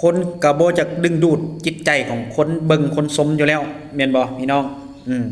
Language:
Lao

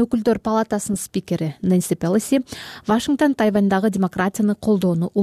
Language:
Kyrgyz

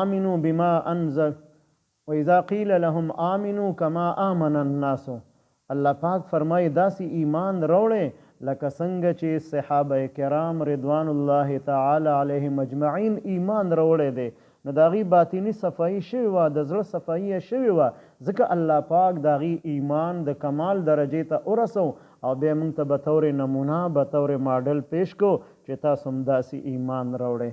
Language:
Pashto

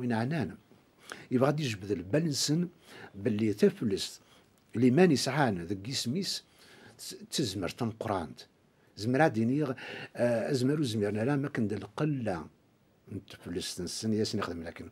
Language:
Kabyle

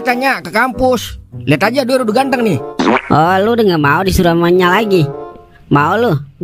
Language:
Betawi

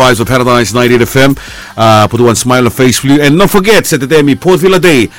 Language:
Bislama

